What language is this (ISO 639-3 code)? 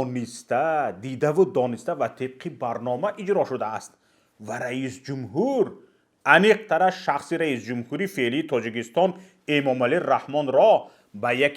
tgk